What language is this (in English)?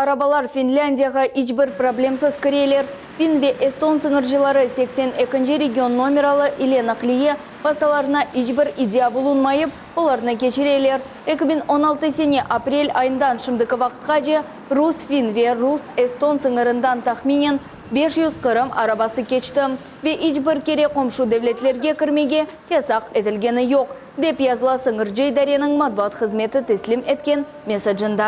Crimean Tatar